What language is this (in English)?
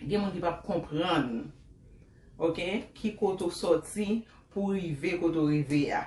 Haitian Creole